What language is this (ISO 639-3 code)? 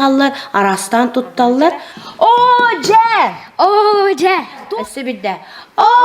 sah